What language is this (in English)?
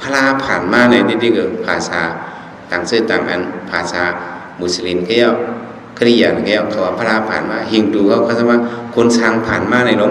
Shan